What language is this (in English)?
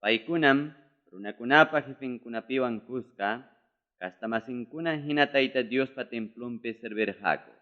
Ayacucho Quechua